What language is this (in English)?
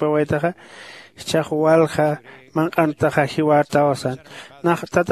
Aymara